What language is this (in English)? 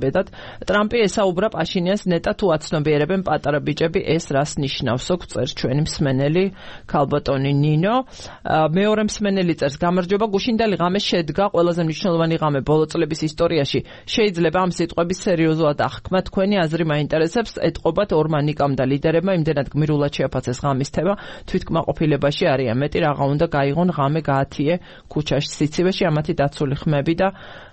Georgian